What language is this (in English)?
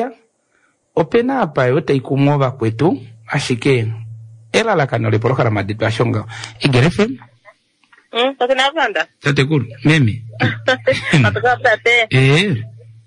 Kuanyama